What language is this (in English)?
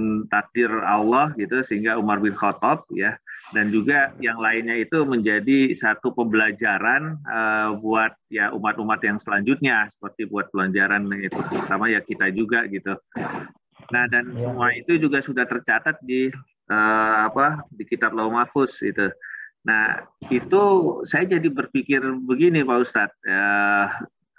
Indonesian